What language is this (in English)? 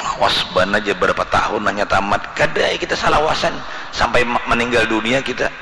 Banjar